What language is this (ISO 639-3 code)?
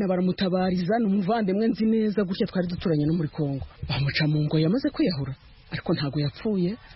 kin